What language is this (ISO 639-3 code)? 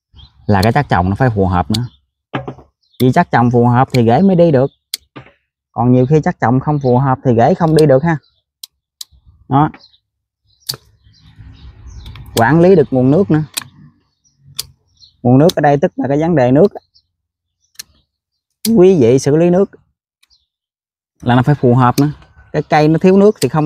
vie